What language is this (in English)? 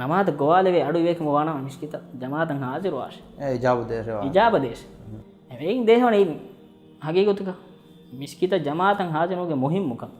Divehi